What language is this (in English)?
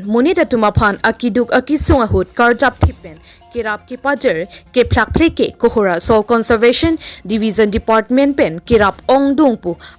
Karbi